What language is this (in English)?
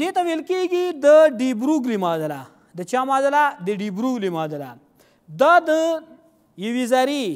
Pashto